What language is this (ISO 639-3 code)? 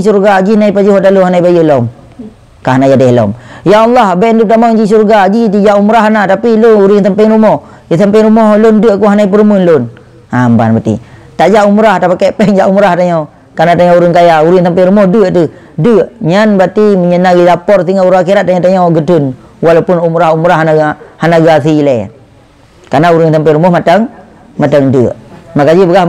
ace